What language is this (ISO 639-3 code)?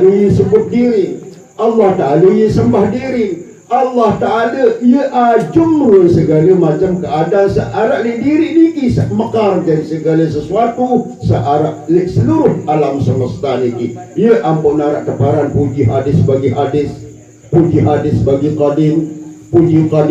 sas